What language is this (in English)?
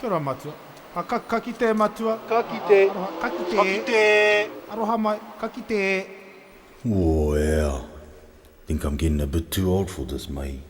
Māori